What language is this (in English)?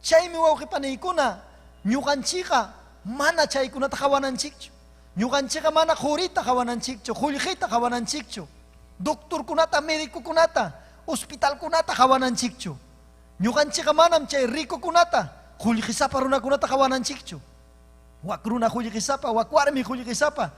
Ayacucho Quechua